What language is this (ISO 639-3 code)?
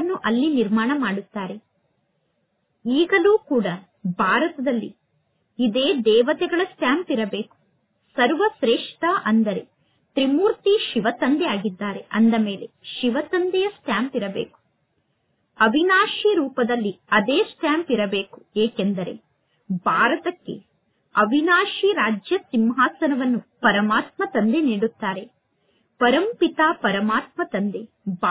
kan